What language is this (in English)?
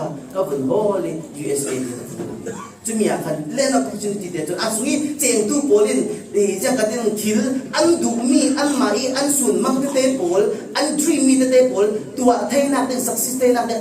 Falam Chin